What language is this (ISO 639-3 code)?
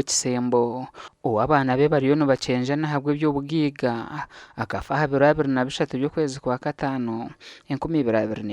nyn